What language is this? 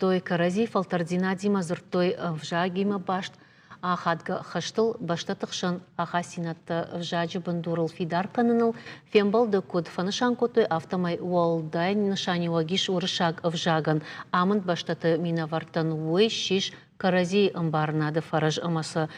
Ossetic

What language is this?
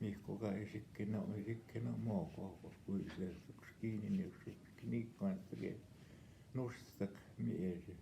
Northwestern Ojibwa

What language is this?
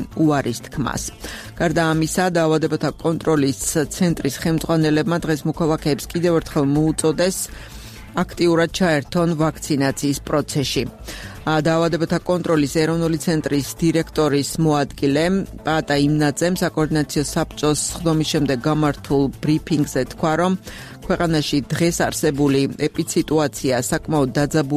Georgian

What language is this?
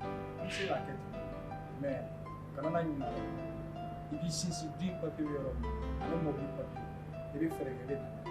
Bambara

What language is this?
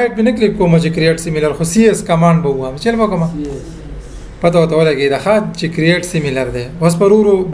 Pashto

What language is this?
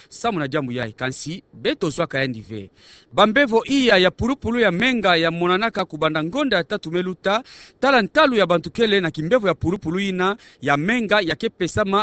Kituba (Democratic Republic of Congo)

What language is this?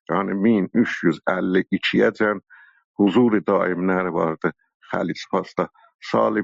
South Azerbaijani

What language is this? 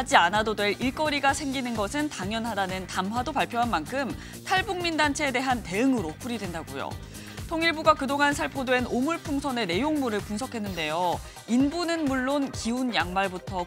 Korean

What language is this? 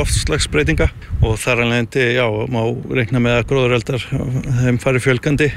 Icelandic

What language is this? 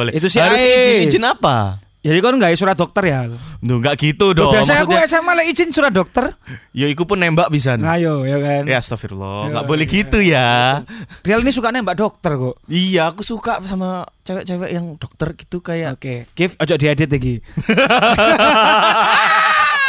Indonesian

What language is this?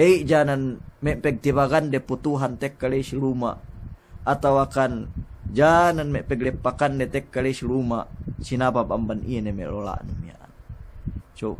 Yakan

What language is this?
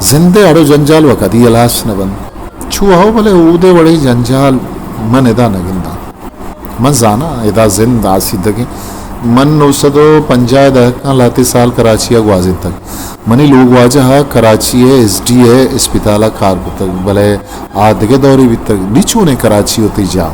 Eastern Balochi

